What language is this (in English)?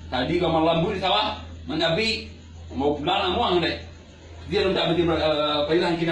Minangkabau